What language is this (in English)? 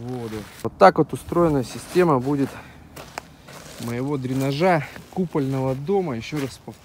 Russian